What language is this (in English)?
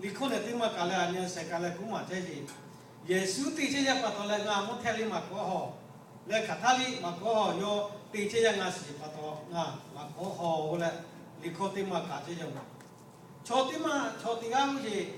Lahu